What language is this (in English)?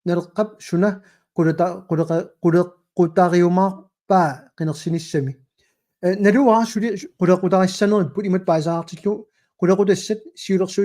Kalaallisut